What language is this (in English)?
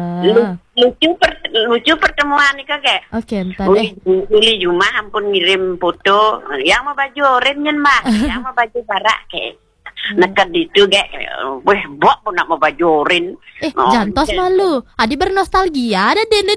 Balinese